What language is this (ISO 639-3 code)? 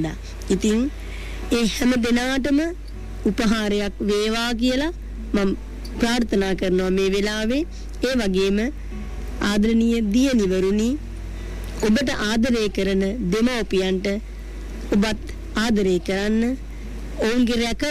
sin